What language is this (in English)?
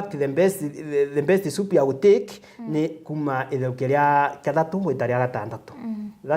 Meru